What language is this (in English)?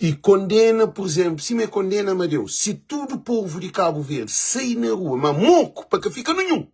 Kabuverdianu